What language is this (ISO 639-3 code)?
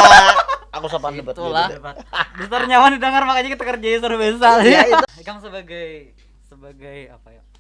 bjn